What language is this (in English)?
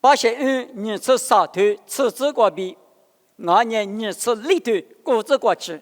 Lisu